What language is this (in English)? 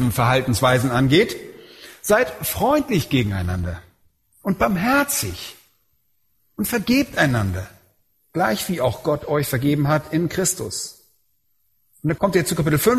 German